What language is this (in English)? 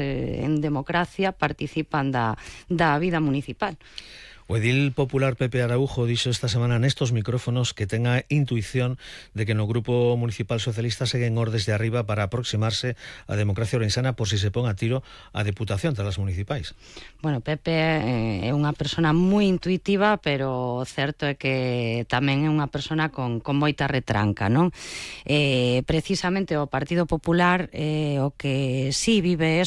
Galician